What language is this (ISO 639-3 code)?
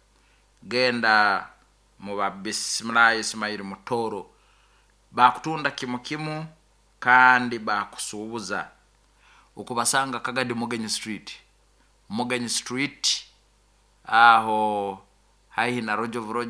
nyo